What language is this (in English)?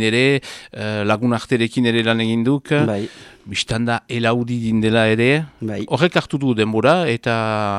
Basque